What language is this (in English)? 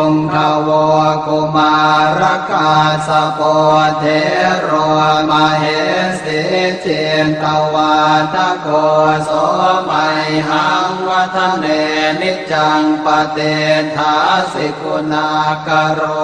Pali